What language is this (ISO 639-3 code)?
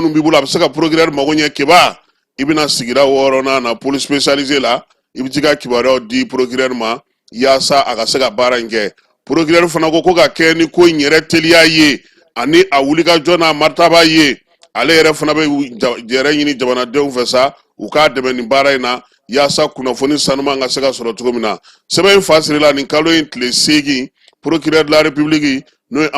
bam